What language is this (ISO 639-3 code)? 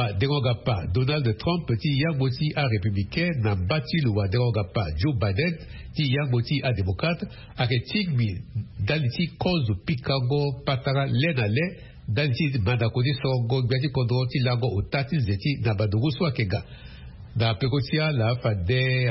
sag